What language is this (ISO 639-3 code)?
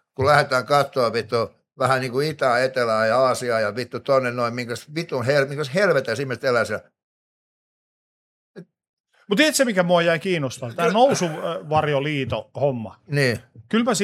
fin